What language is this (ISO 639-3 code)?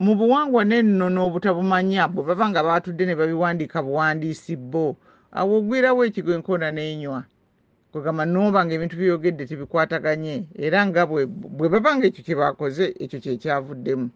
lug